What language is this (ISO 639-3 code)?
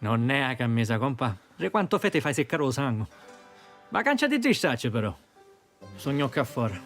scn